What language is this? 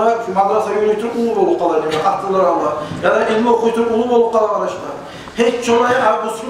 Kumyk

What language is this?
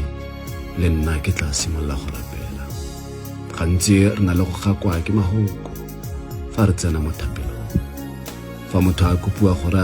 Tswana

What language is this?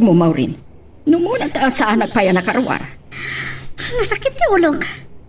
Iloko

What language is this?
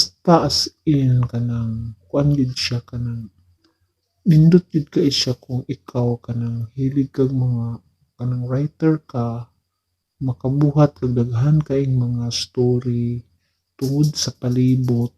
Cebuano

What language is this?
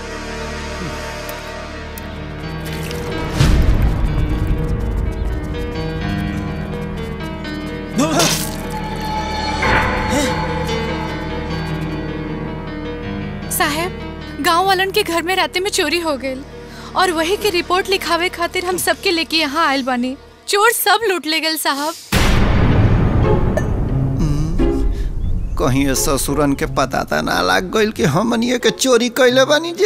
Bhojpuri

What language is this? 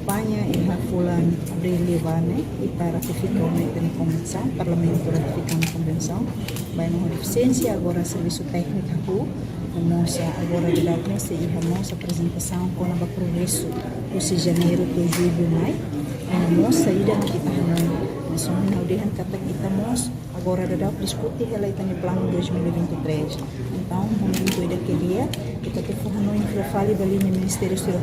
Tetum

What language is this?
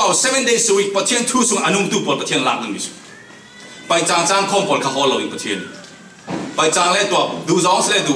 Falam Chin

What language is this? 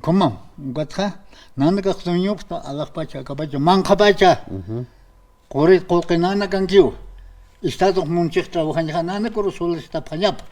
Aymara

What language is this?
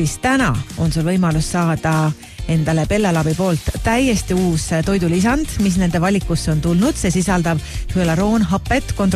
Estonian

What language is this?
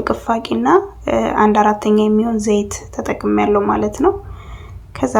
Amharic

